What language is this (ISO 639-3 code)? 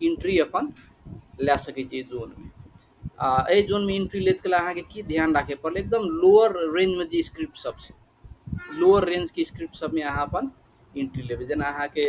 mai